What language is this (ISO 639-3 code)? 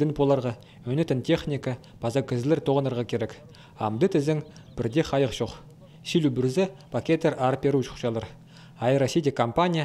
kjh